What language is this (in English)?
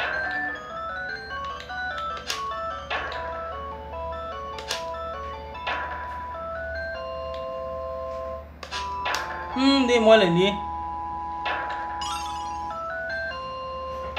Portuguese